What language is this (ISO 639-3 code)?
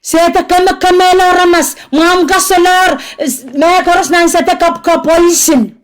pon